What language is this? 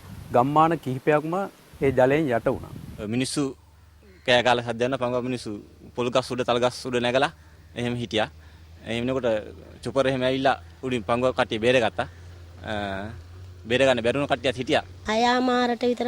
Sinhala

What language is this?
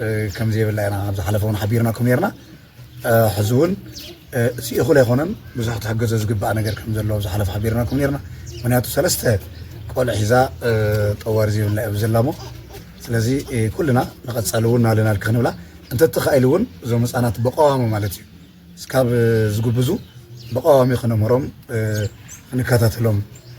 Tigrinya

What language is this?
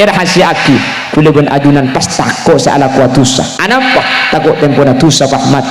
Madurese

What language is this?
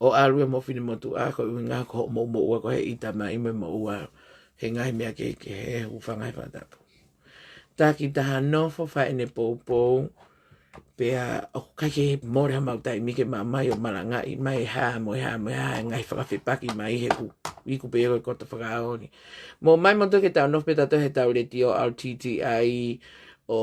Tongan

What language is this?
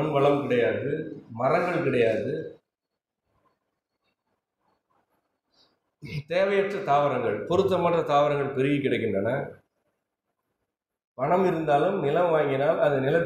Tamil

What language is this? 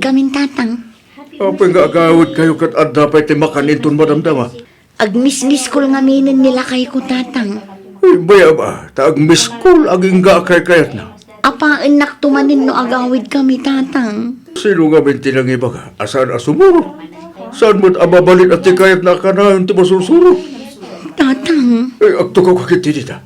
Iloko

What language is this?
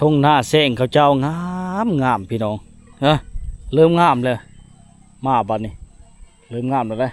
Lao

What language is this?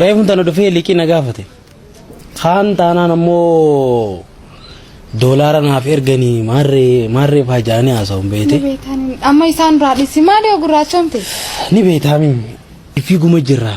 Oromo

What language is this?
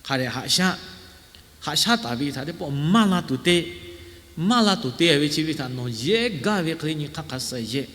Lahu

